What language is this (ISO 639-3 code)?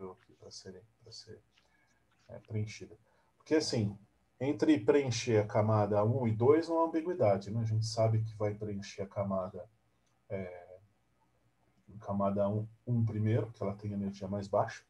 por